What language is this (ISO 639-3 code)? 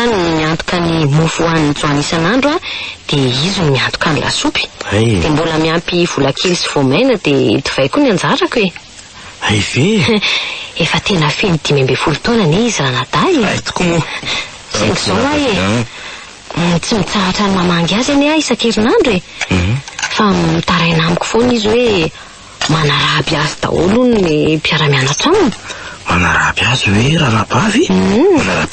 mlg